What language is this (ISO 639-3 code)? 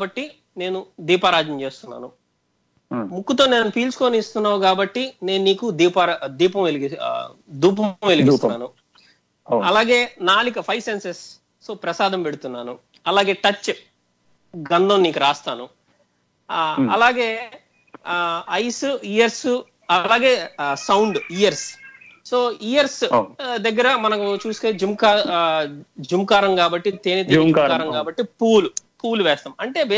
tel